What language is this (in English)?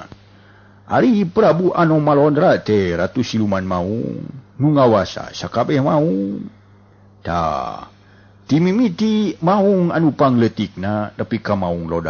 Sundanese